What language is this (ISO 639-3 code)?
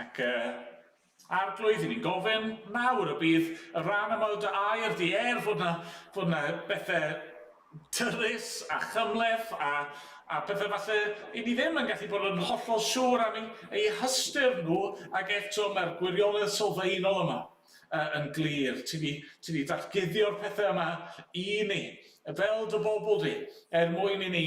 cym